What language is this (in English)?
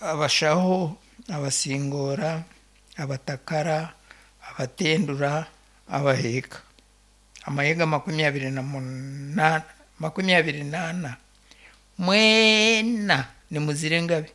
Nyankole